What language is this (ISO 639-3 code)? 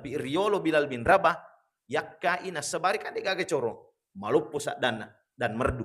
bug